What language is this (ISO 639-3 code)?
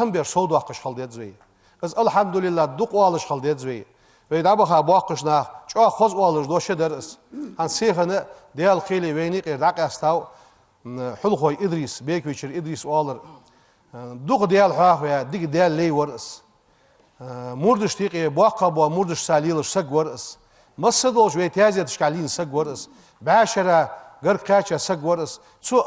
inh